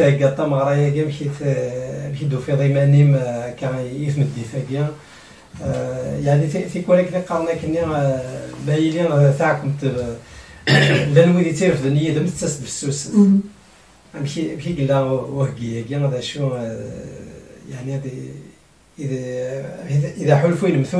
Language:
Kabyle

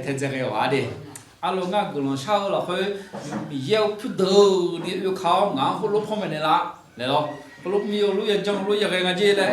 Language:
Akha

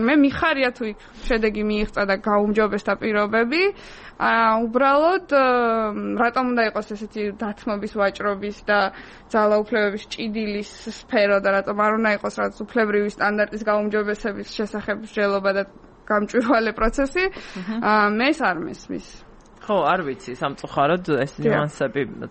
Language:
Georgian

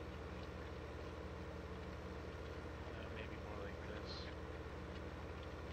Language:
English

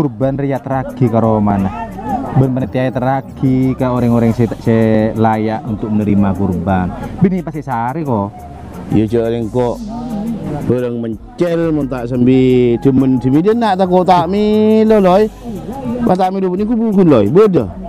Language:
Madurese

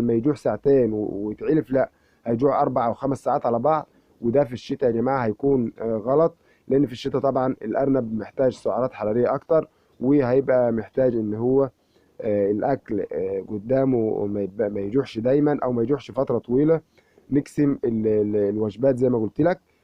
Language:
Egyptian Arabic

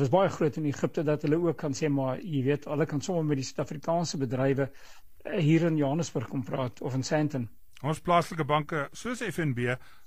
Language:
Afrikaans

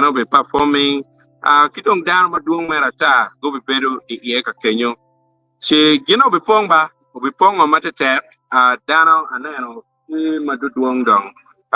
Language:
Acoli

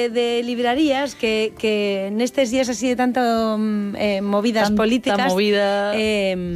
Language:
Galician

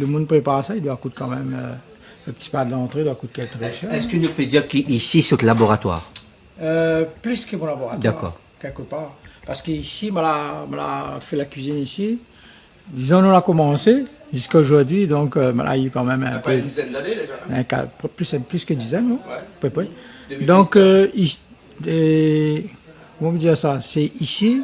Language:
Réunion Creole French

